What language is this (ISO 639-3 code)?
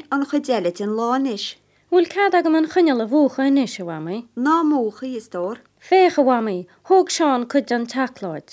gle